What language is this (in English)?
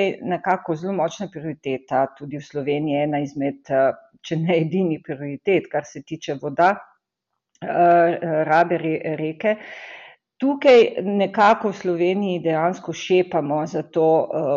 Slovenian